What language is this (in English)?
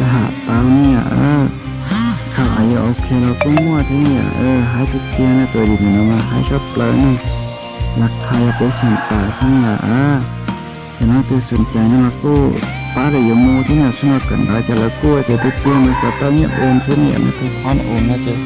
Hmong